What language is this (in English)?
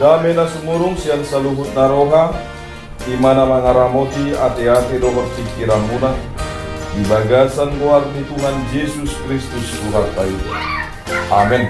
Batak Toba